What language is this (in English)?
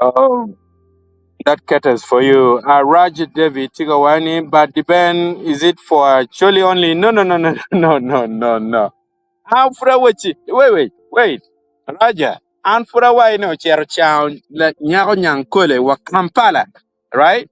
Acoli